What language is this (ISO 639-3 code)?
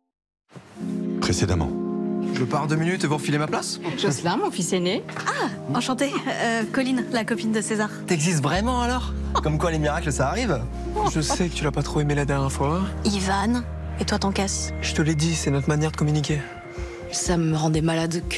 fra